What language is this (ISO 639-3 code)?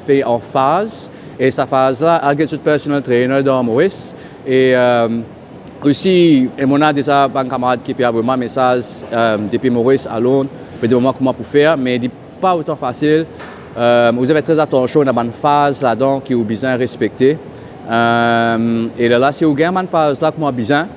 mfe